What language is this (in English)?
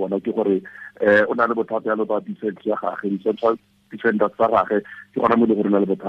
Tswana